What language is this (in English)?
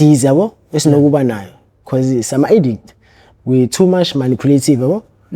Zulu